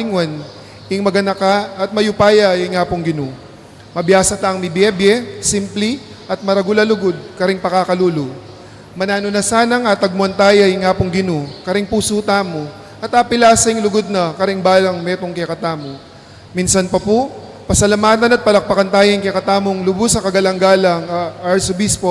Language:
Pampanga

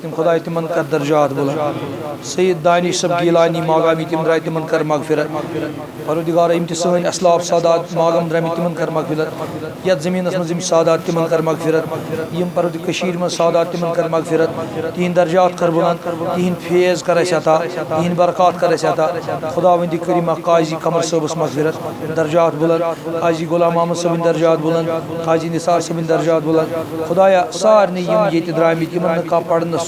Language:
Kashmiri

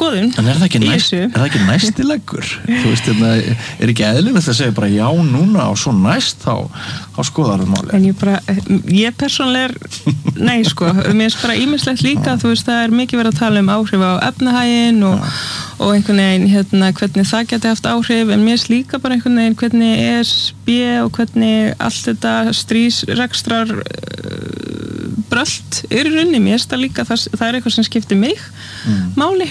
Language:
Icelandic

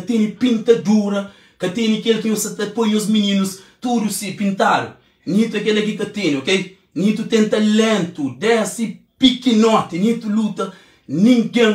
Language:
Kabuverdianu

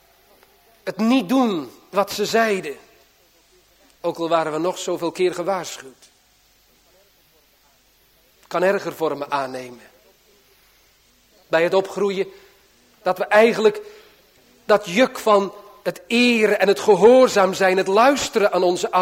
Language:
Dutch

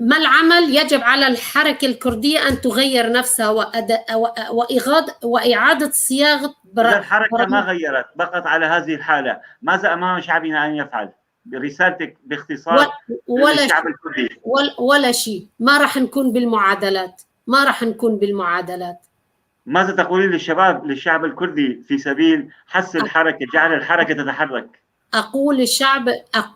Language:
North Levantine Arabic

